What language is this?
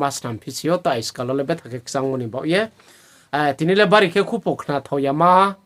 Riang (India)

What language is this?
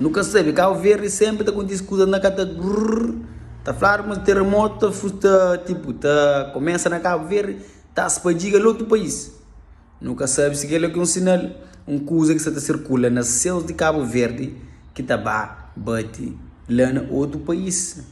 Kabuverdianu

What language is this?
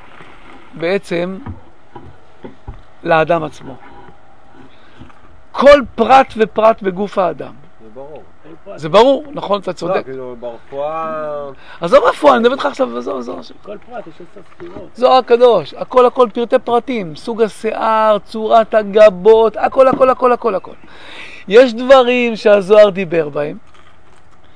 Hebrew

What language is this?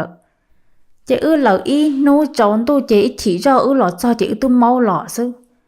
Hmong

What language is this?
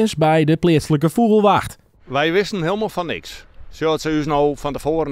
Western Frisian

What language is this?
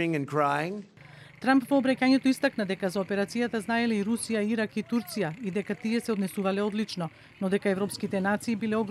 Macedonian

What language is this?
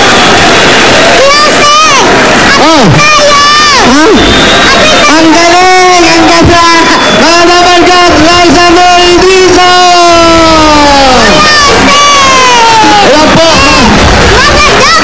Filipino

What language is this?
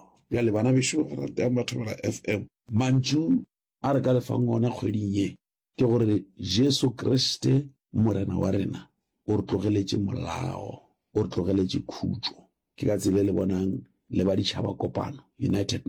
Northern Sotho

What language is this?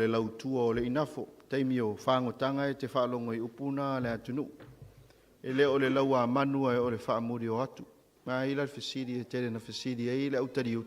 Samoan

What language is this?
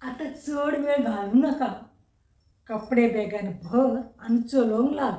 Konkani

